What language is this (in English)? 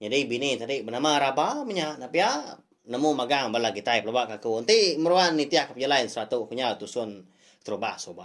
Iban